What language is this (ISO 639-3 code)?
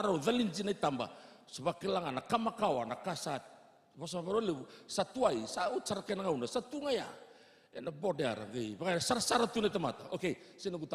fij